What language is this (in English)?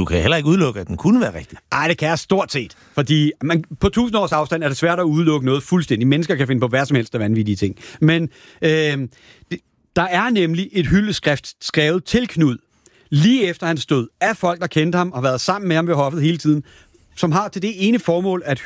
Danish